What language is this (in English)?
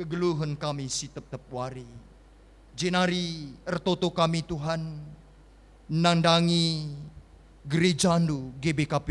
Batak Karo